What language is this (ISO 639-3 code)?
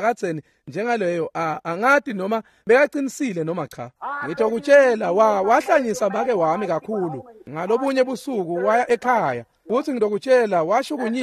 ssw